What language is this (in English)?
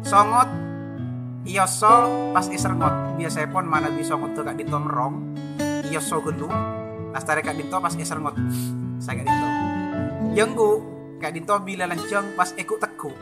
Madurese